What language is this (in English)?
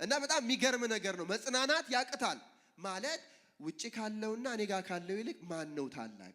Amharic